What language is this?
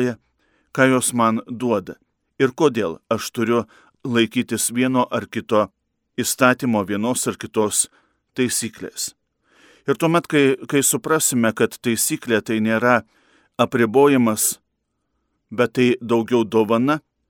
Lithuanian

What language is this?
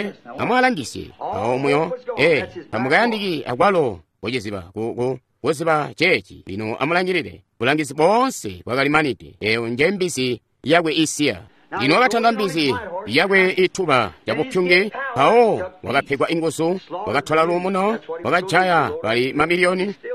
Tonga (Zambia)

